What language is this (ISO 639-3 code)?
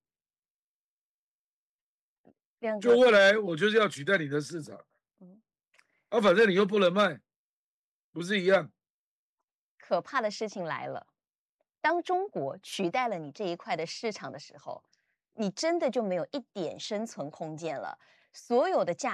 zho